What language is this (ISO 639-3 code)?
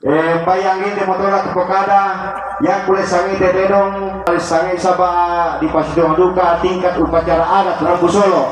sda